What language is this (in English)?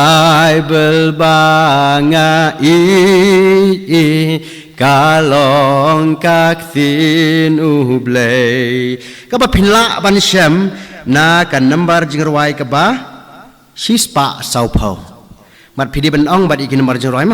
Khasi